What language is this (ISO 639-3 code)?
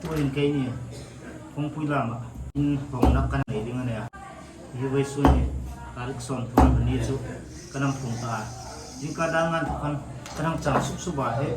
hmr